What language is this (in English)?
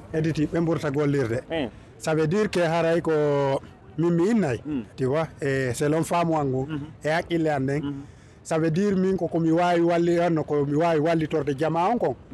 Fula